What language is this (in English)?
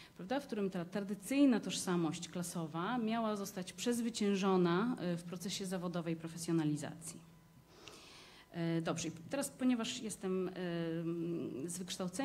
Polish